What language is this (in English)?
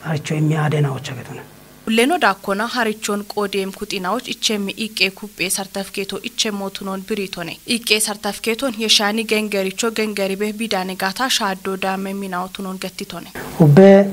Kafa